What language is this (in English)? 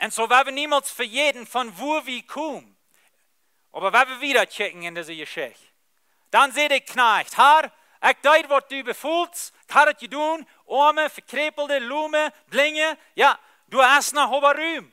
Plautdietsch